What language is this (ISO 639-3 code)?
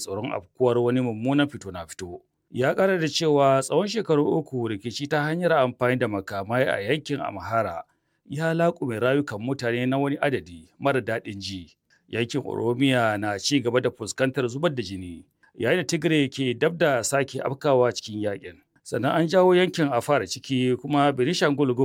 hau